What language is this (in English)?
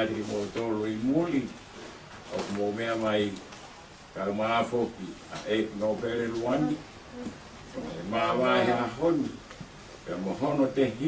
Tongan